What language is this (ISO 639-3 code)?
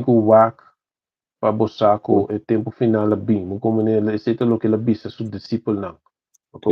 pap